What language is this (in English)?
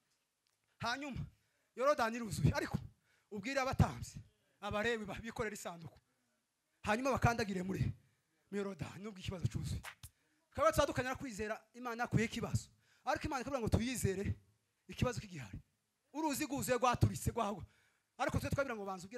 Kinyarwanda